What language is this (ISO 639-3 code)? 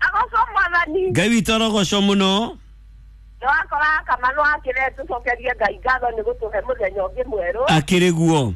kik